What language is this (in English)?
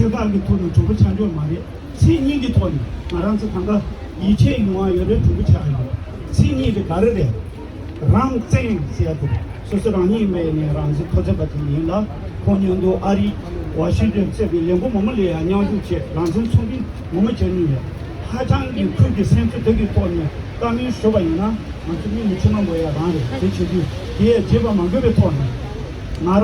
Tibetan